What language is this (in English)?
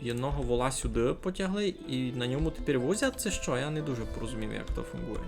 Rusyn